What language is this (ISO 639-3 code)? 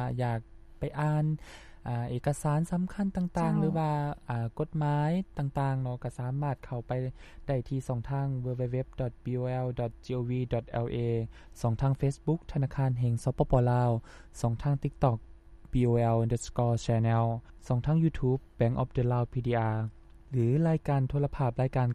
lao